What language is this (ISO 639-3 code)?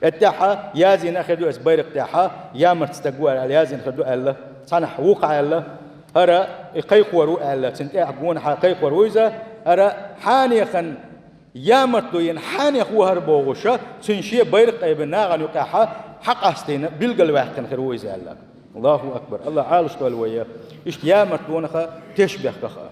che